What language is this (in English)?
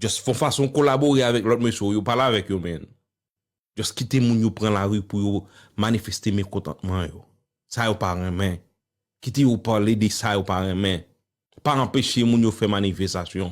Haitian Creole